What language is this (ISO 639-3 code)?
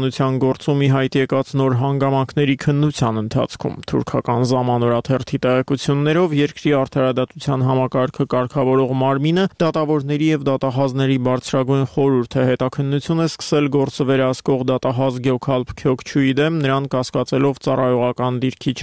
hye